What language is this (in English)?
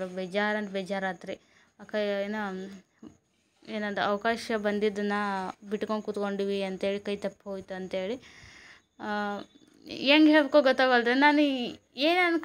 Kannada